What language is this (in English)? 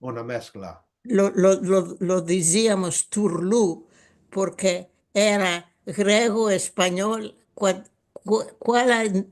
Ladino